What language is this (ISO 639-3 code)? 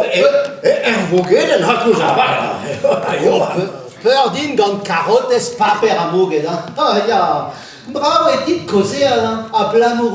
bre